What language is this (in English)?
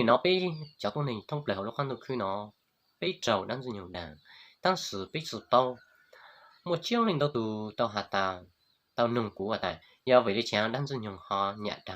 Hmong